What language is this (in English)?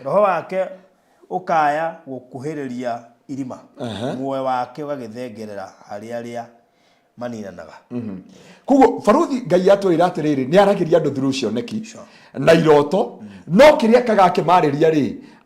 Kikuyu